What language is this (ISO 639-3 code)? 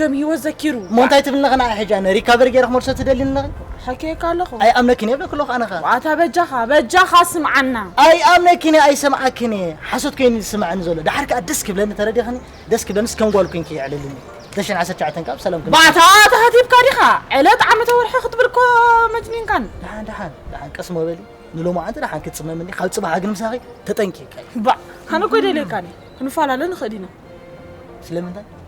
tir